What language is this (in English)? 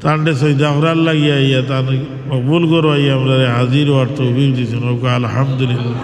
Sylheti